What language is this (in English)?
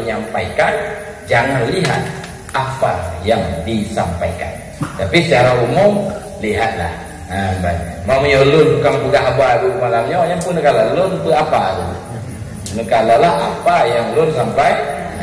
Achinese